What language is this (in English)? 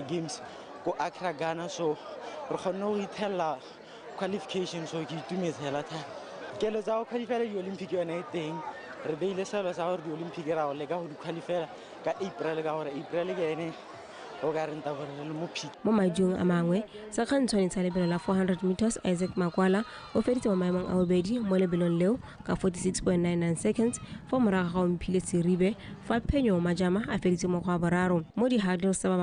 Tswana